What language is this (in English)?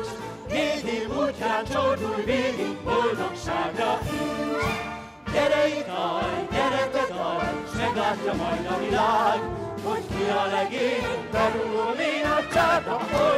Hungarian